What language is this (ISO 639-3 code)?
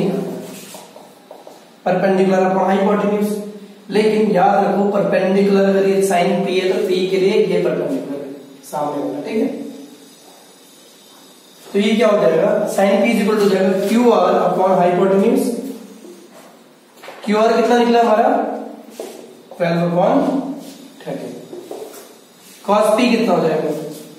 hin